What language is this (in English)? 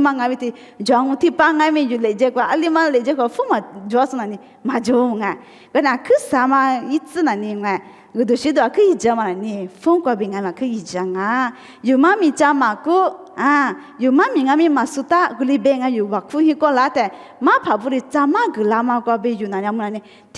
Lisu